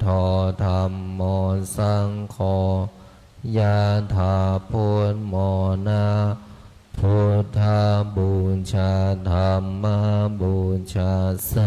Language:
Pali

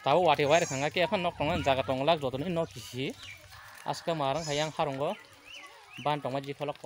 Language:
Kok Borok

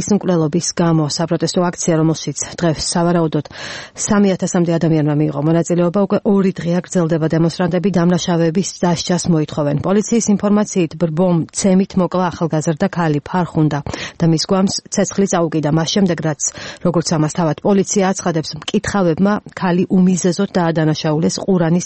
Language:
Georgian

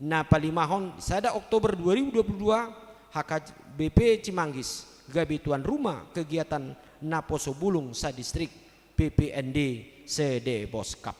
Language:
Batak Toba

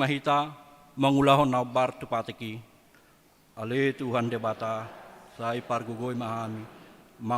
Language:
Batak Toba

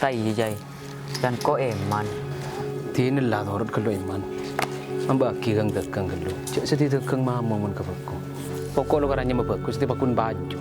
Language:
Madurese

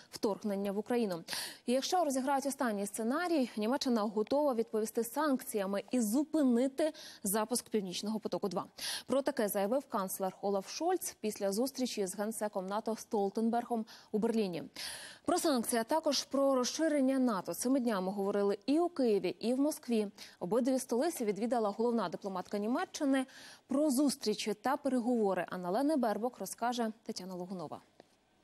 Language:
Ukrainian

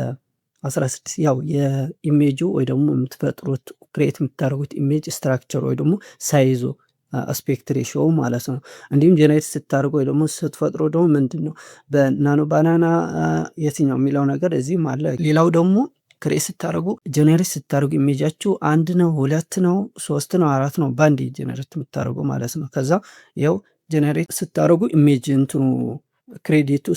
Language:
Amharic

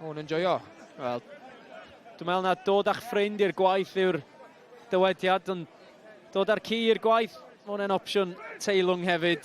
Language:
Welsh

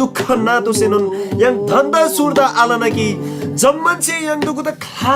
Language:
Eastern Tamang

